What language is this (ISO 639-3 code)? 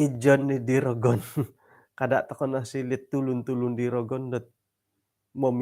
dtp